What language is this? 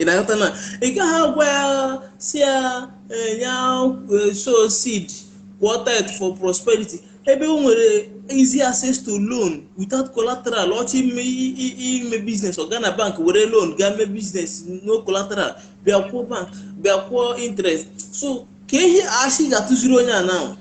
Igbo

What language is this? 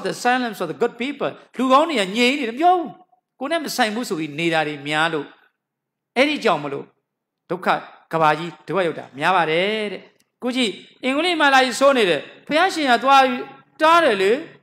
Burmese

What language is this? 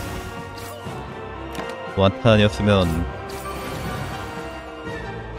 Korean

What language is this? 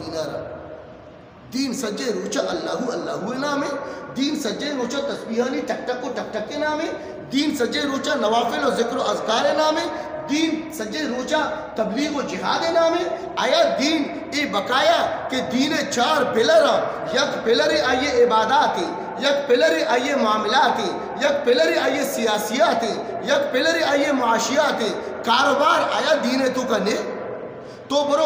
Eastern Balochi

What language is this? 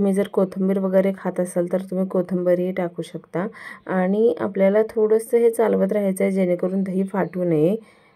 Marathi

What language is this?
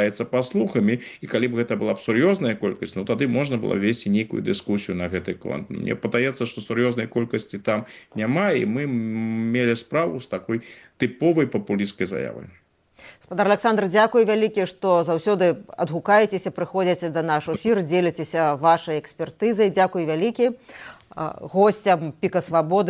Belarusian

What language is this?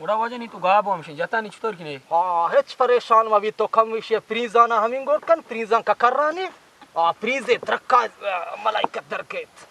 Baluchi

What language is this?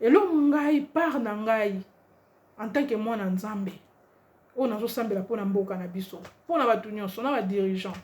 Lingala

